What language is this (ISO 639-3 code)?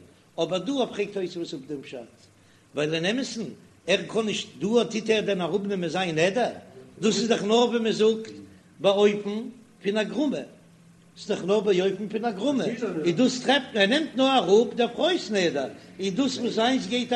yid